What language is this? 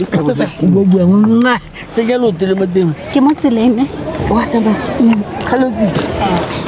Tswana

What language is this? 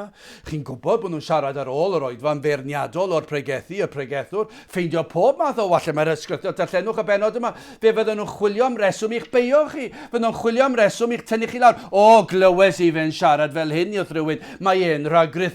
Welsh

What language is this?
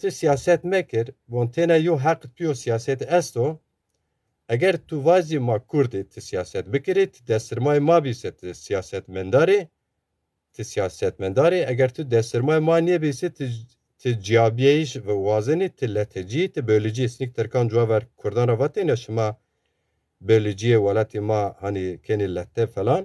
Zaza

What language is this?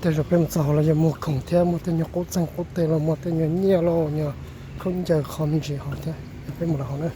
Hmong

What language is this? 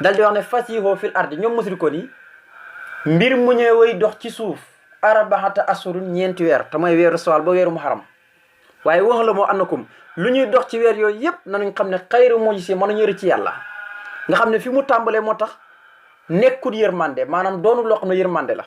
Wolof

